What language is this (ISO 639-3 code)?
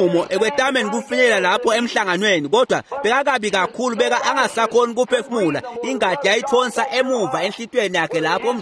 ssw